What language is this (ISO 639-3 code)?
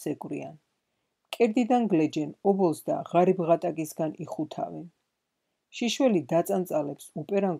kat